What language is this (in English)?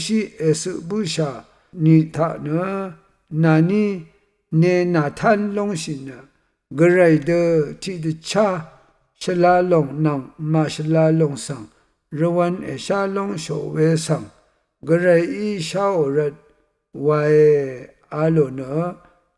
Rawang